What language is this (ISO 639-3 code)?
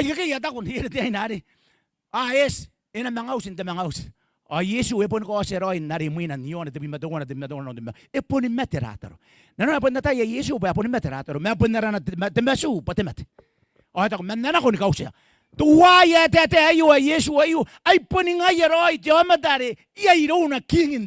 gil